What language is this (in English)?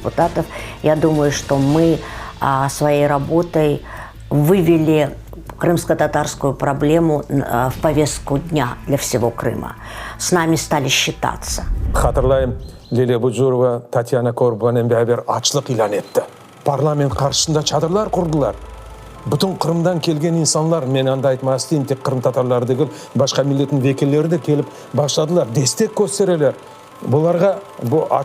Crimean Tatar